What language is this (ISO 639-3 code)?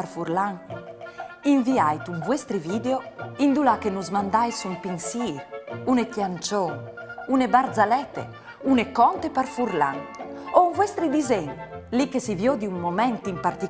fur